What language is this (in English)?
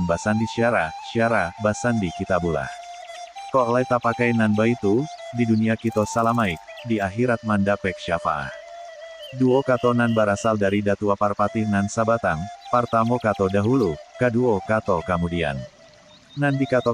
Minangkabau